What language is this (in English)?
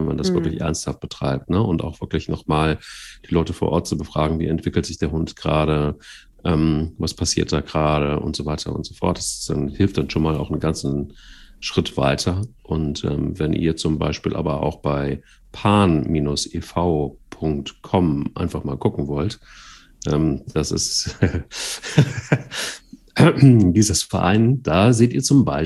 German